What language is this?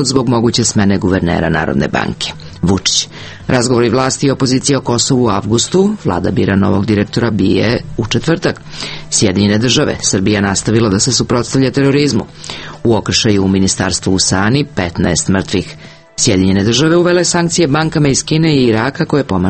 Serbian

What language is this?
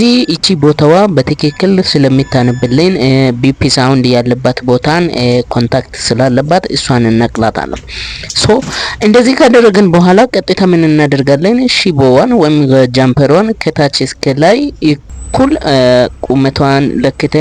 Amharic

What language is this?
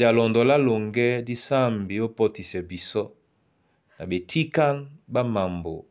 Duala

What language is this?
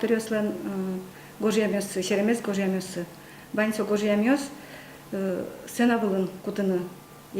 Udmurt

